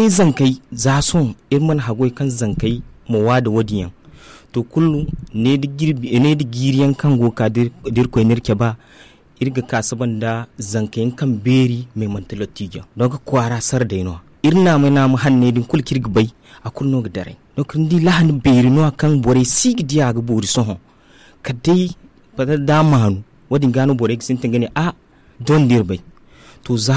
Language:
Zarma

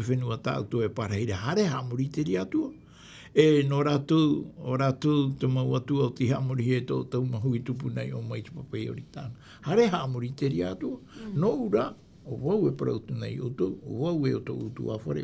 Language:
Tahitian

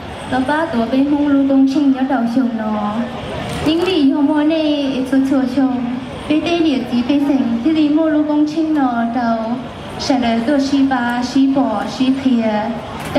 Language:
Hmong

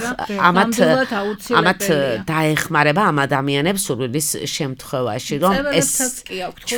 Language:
Georgian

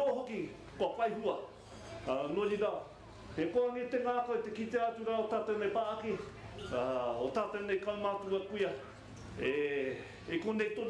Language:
Māori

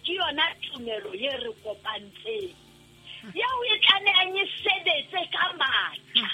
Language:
Southern Sotho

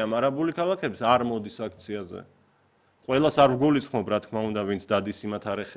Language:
Georgian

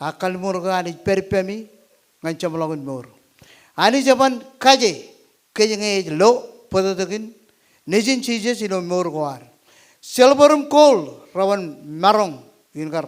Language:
Marshallese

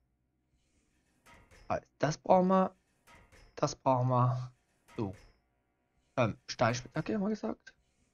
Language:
German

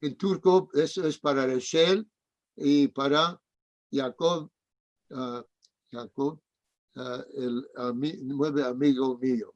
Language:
Ladino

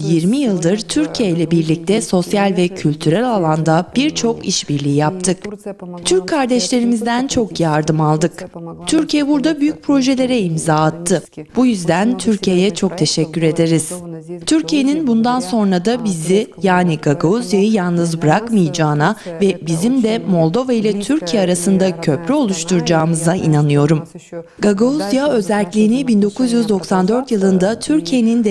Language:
Gagauz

